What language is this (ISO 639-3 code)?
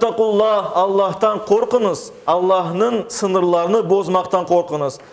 crh